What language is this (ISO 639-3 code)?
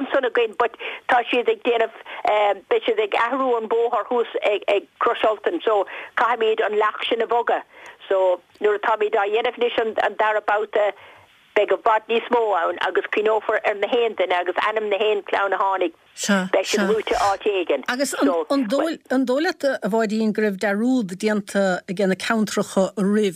gle